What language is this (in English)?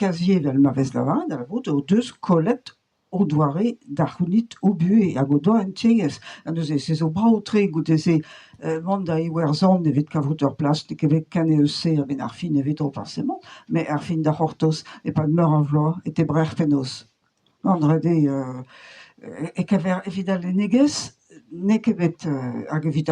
Breton